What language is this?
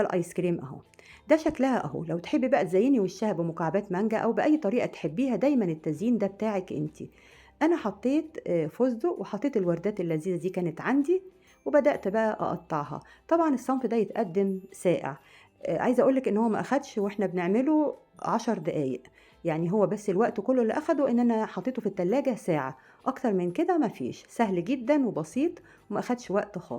Egyptian Arabic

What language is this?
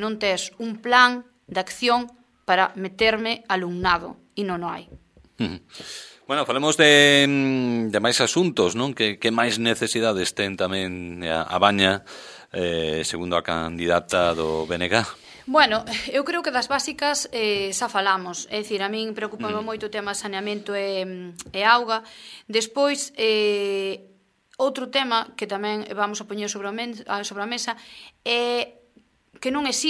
Galician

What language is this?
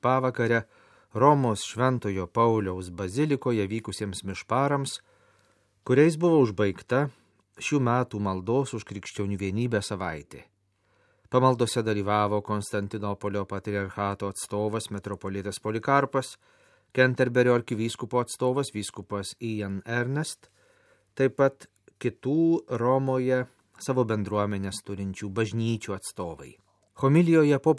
Lithuanian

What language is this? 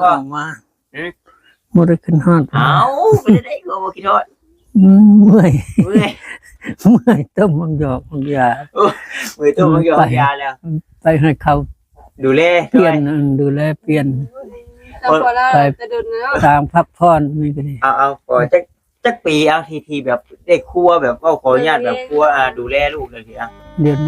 Northeastern Thai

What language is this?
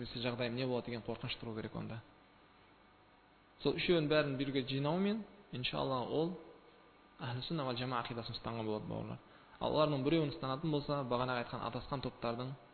Kazakh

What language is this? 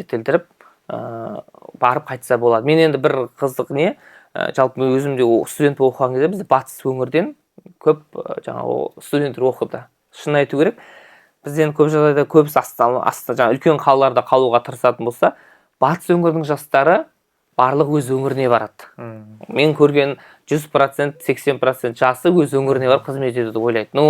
Kazakh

